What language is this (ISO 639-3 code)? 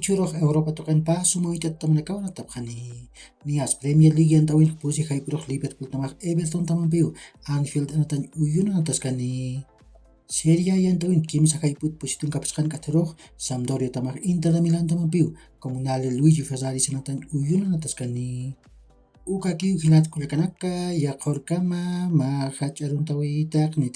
aym